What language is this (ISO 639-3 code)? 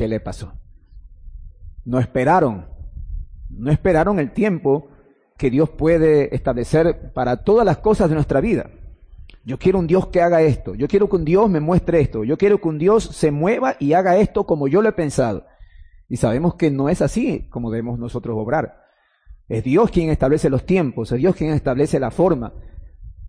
spa